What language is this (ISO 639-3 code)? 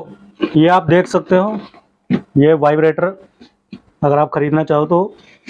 hin